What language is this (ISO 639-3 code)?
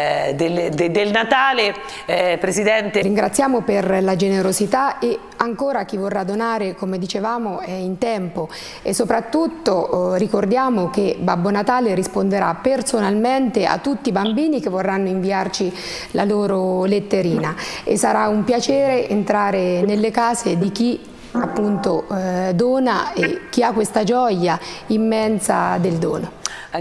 ita